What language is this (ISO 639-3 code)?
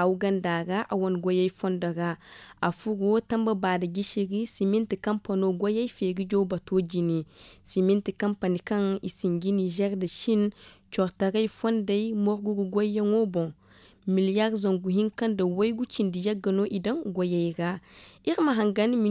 dje